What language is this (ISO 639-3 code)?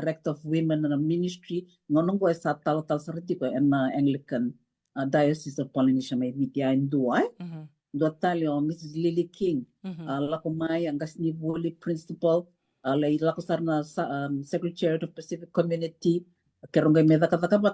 fij